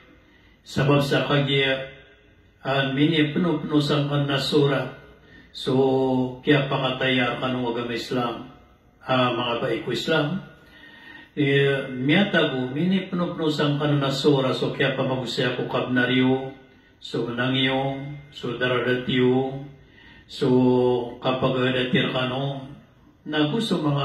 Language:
Maranao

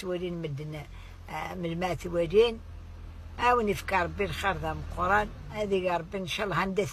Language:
Kabyle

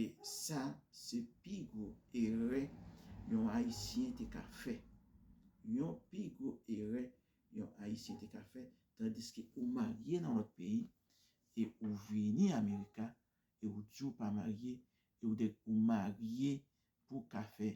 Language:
Haitian Creole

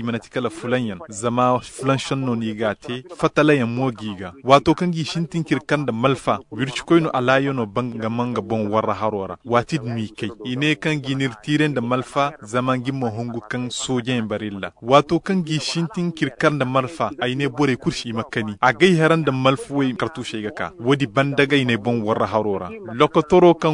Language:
Zarma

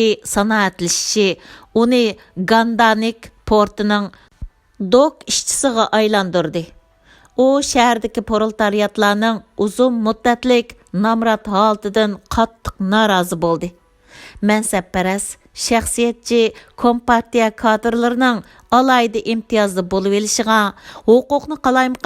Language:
Uyghur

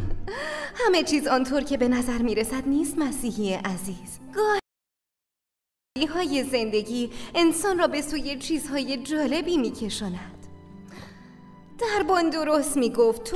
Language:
Persian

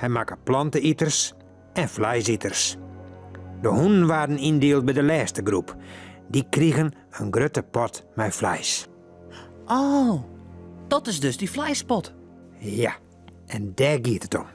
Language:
Western Frisian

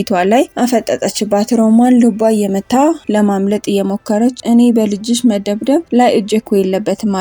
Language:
Amharic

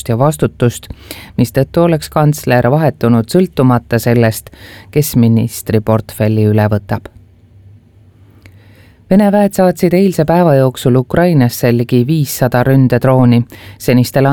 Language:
Estonian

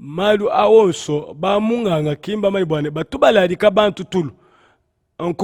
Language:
Luba-Lulua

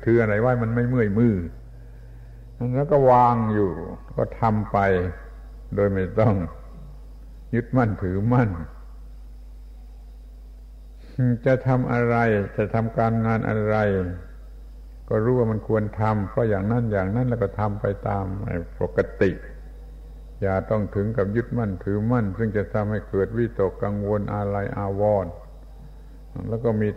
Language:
Thai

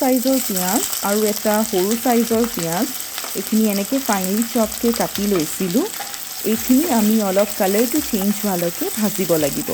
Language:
Assamese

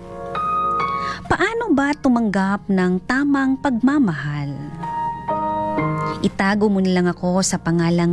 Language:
Filipino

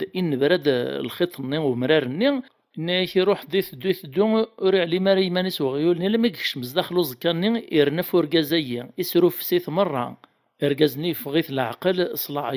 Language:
Kabyle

